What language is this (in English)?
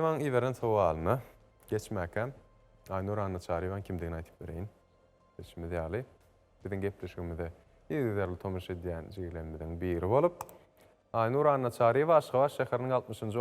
Turkmen